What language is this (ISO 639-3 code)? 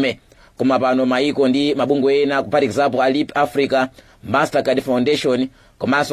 nya